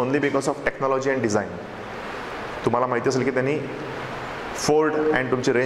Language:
Marathi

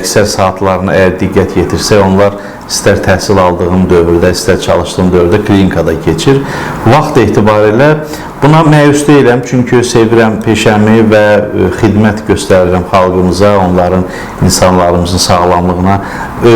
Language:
Azerbaijani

